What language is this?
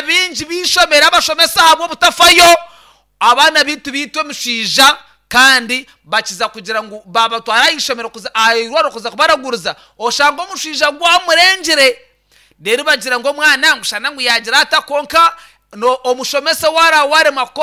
Nyankole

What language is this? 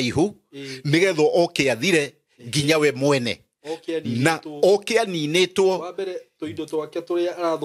Kikuyu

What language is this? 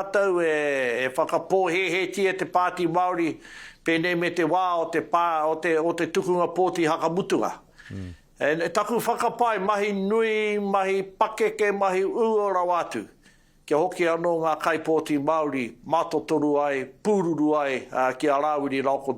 Māori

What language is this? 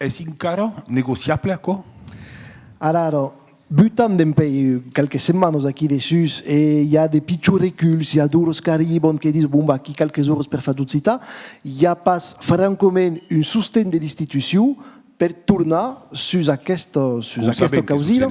Occitan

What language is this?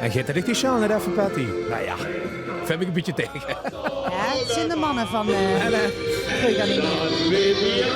Limburgish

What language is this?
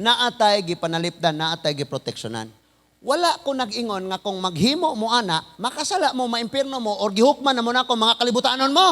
Cebuano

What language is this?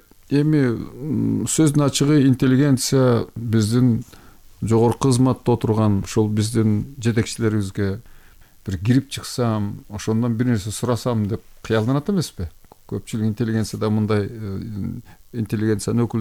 Kyrgyz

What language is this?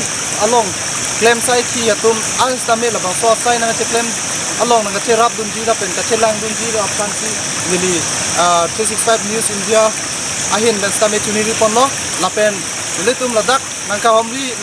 Karbi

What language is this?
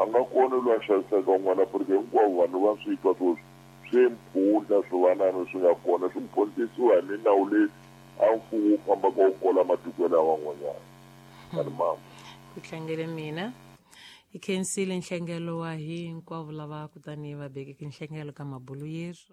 Tsonga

